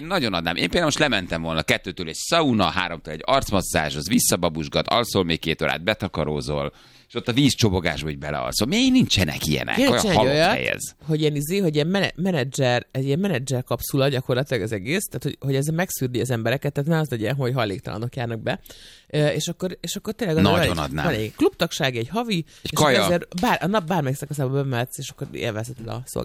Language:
Hungarian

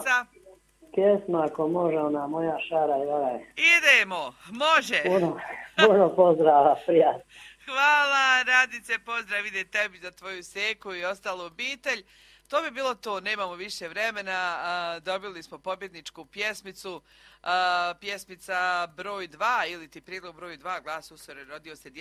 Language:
Croatian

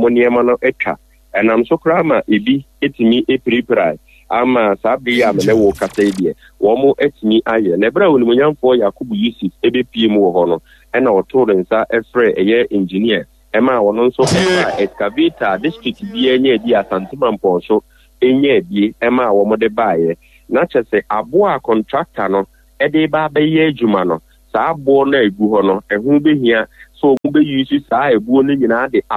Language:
Akan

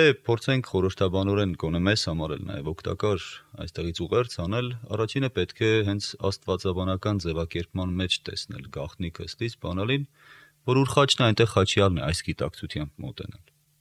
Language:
Armenian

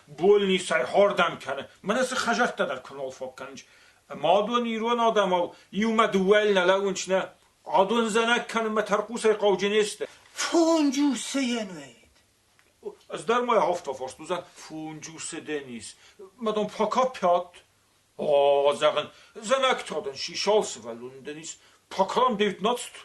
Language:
Ossetic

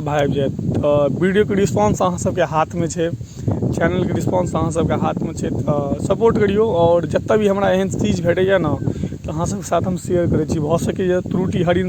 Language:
Maithili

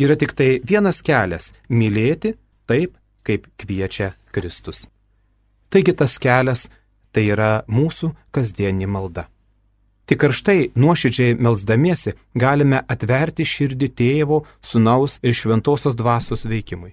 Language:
Lithuanian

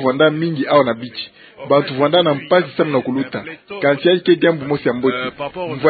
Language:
Kituba (Democratic Republic of Congo)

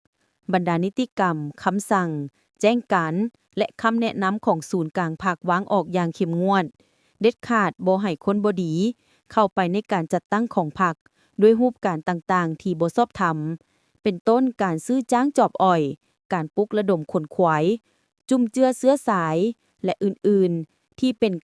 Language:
Lao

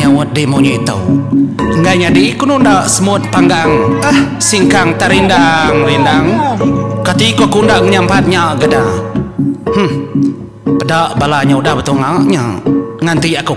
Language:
Iban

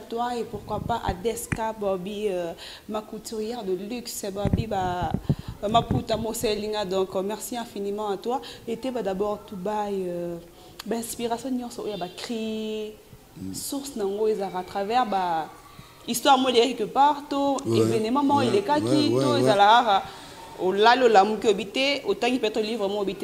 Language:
Lingala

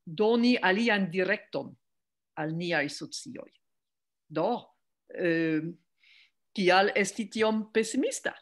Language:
Esperanto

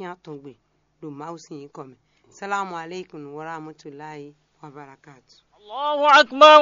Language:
Fon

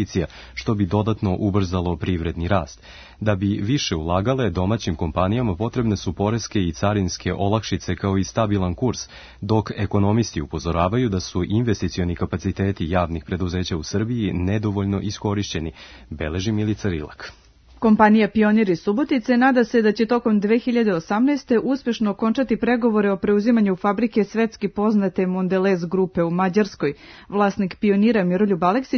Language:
Serbian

